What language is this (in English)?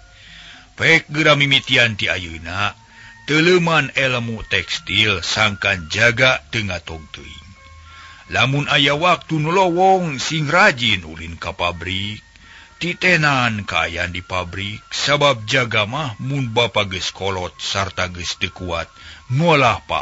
Sundanese